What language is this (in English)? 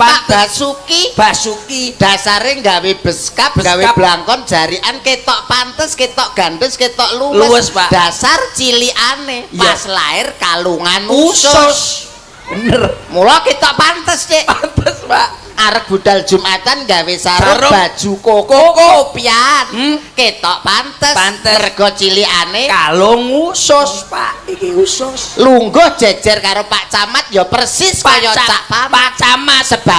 Javanese